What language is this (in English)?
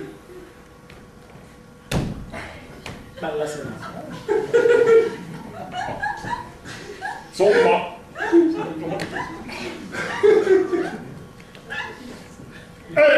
Italian